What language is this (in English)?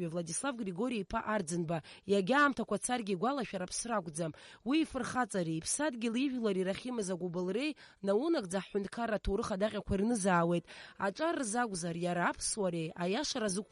Abkhazian